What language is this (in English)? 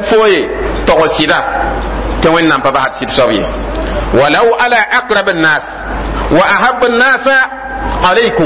Mossi